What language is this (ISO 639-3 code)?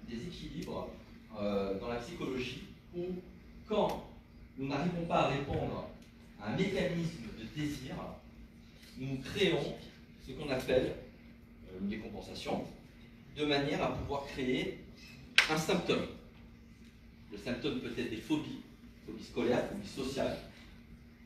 fra